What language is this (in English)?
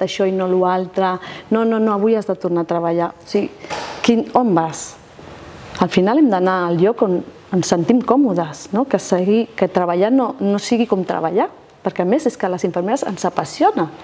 Catalan